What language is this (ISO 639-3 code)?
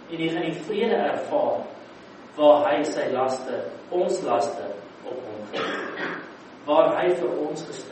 afr